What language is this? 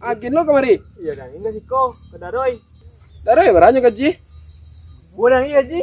Minangkabau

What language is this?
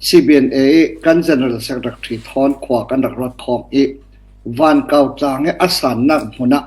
Falam Chin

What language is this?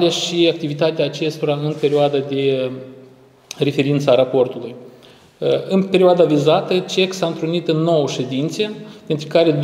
Romanian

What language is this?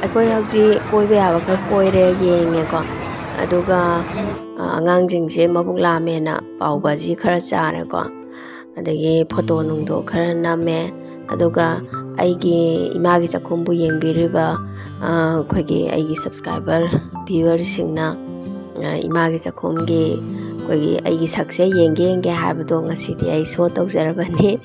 Manipuri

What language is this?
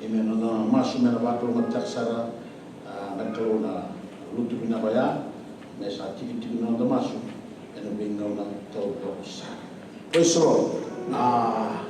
Fijian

